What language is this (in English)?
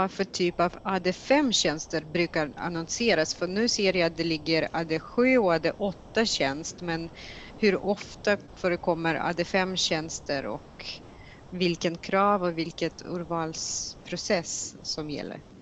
Swedish